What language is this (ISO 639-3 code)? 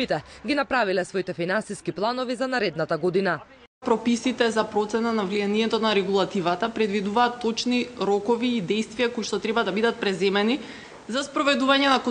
mkd